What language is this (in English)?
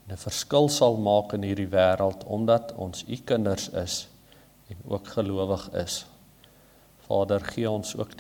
Afrikaans